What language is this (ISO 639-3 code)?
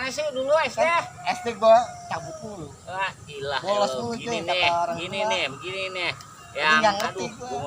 bew